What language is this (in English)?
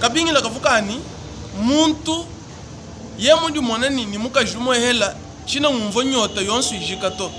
Luba-Lulua